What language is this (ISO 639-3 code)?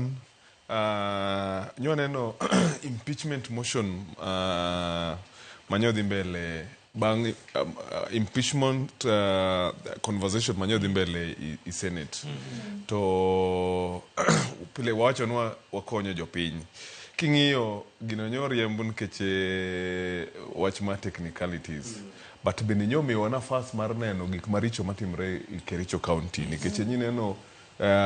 luo